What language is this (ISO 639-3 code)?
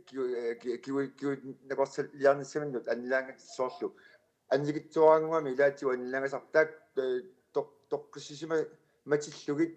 kal